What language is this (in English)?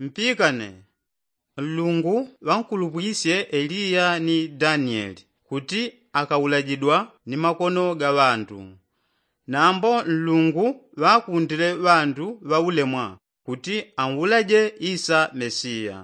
Yao